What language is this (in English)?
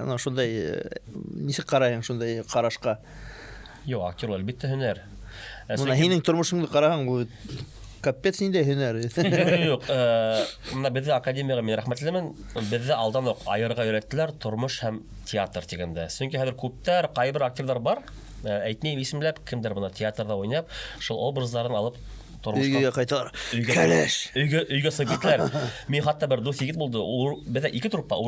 Bashkir